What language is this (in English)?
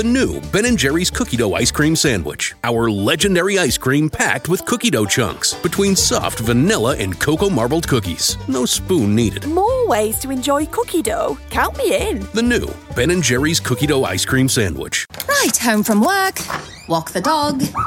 English